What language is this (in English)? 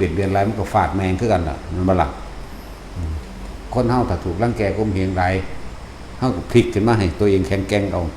Lao